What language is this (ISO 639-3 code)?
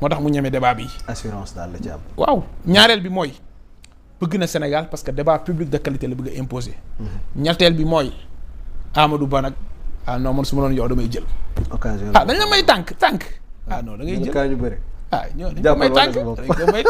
wol